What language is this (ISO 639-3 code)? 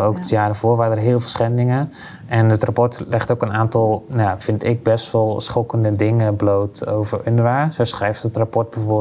nld